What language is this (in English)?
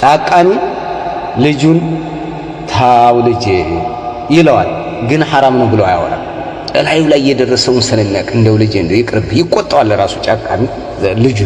Amharic